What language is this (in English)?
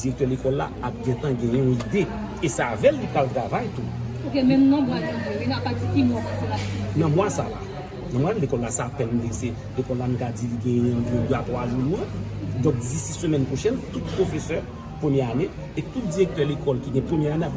Haitian Creole